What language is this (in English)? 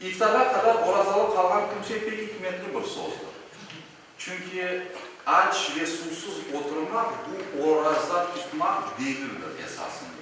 Crimean Tatar